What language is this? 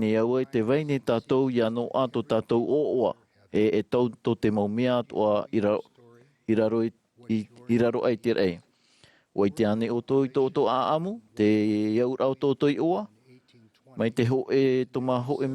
Tahitian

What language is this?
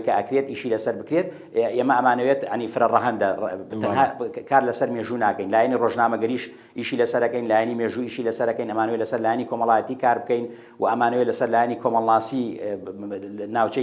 Central Kurdish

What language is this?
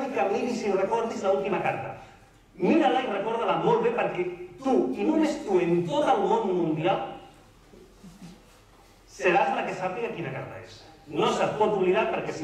Catalan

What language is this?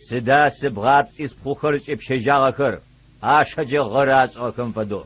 Adyghe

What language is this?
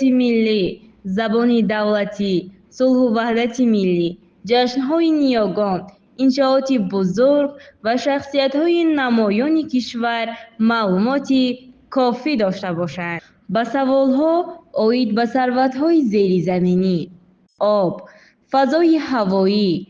Tajik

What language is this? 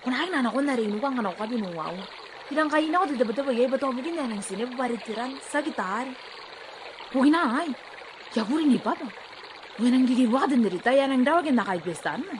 Gilbertese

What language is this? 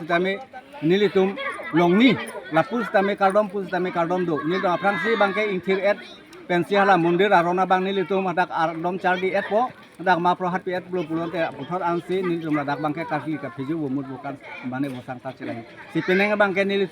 Karbi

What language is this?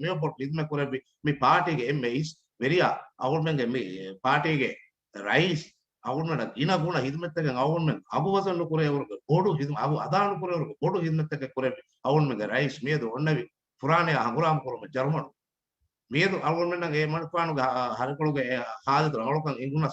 Divehi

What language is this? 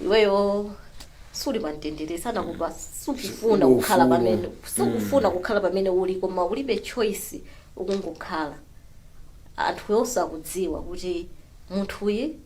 Nyanja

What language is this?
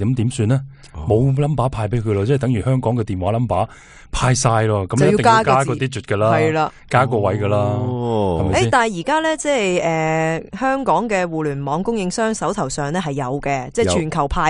Cantonese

